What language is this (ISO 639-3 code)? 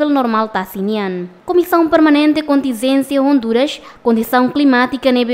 tet